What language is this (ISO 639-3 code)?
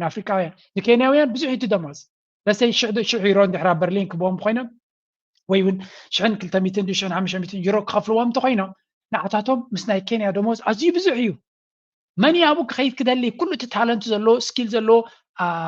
tir